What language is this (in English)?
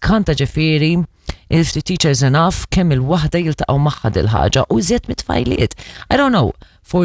Maltese